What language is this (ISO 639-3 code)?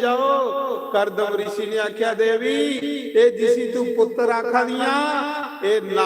doi